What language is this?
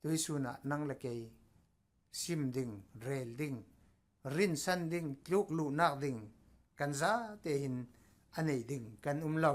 Falam Chin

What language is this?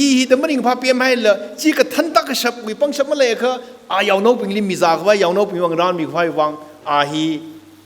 Tangkhul Naga (India)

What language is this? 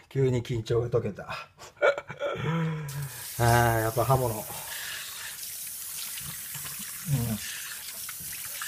Japanese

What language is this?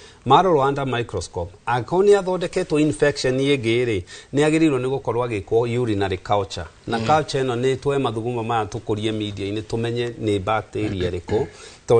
Kikuyu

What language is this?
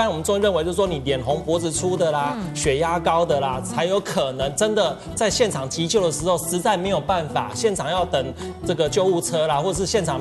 Chinese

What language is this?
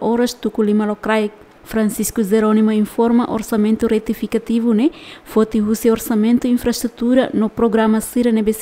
Tetum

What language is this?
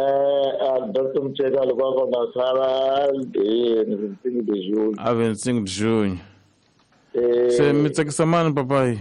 Tsonga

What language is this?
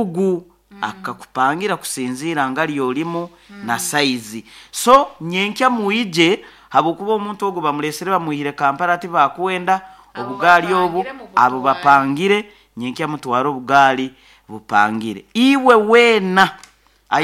Nyoro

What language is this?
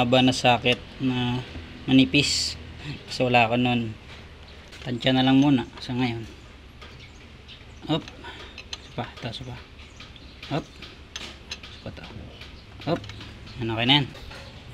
Filipino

